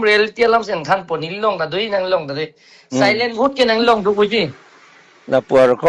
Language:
Karbi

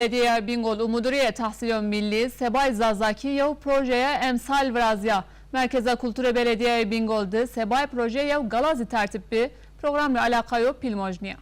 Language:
Zaza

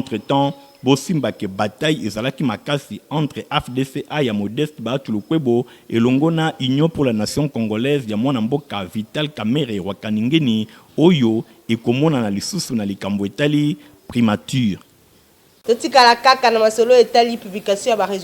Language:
Lingala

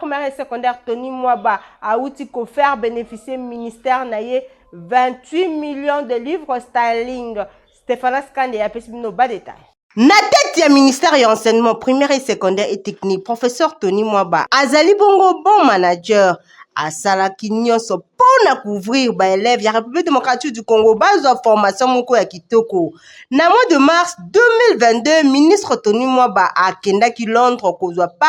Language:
Lingala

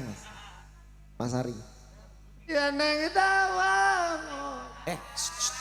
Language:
Javanese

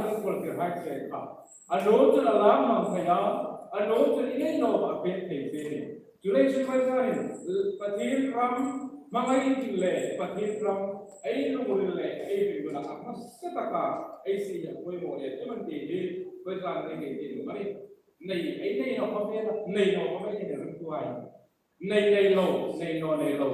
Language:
Hmar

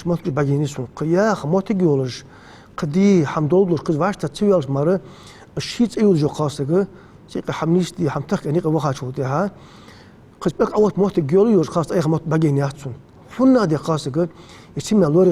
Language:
Ingush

